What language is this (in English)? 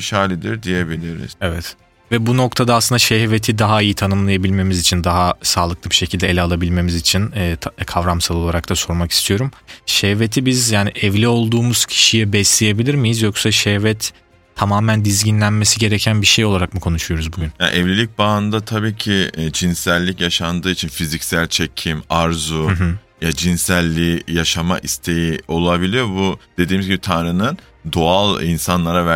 Turkish